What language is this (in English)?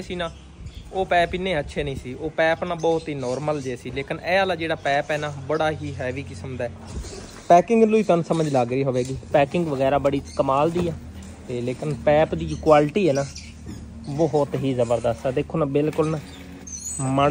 Punjabi